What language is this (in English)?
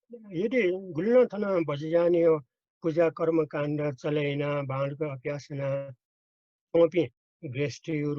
Newari